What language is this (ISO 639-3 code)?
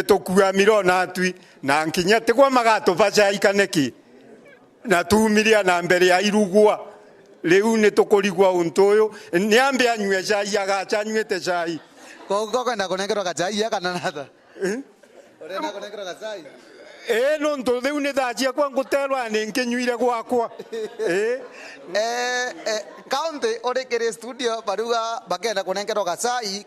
mer